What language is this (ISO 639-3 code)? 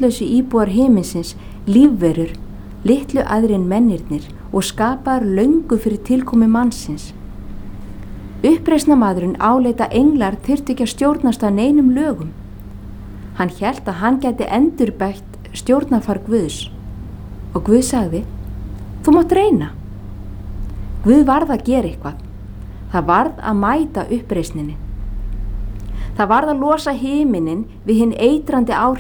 isl